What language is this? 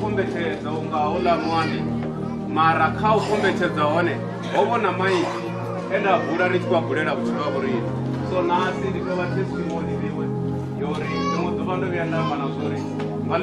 Venda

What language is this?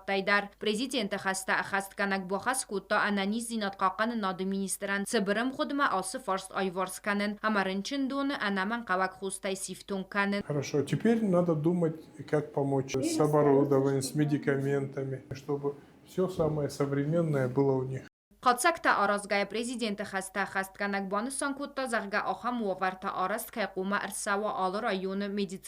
Ossetic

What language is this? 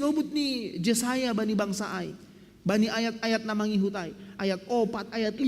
Batak Simalungun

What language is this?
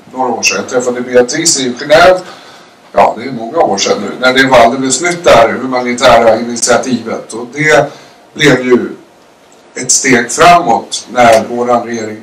Swedish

